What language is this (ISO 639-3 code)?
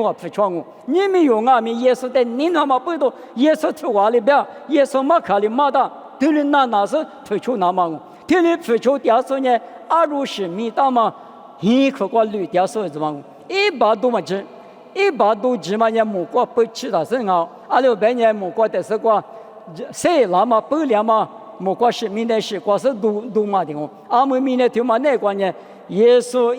lis